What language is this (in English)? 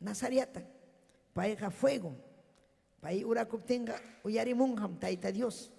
Ayacucho Quechua